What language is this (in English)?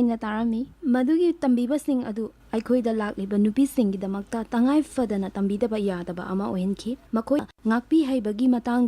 Manipuri